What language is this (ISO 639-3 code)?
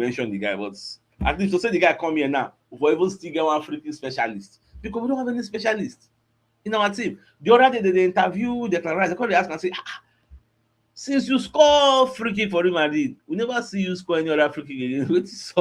pcm